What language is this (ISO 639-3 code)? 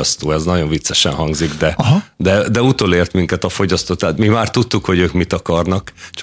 hun